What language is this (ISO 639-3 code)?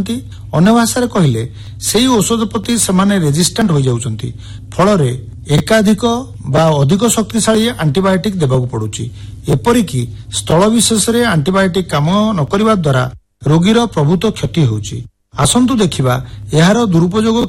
ori